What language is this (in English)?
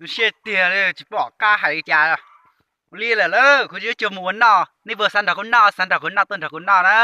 Hmong